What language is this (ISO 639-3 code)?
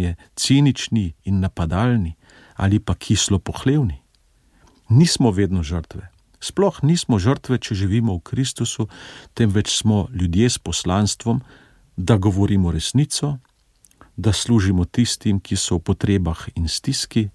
slv